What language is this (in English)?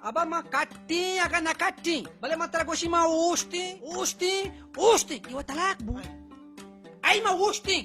Baluchi